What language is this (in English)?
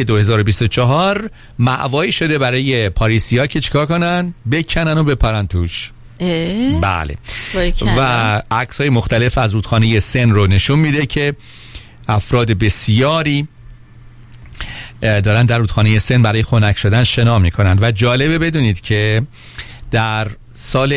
Persian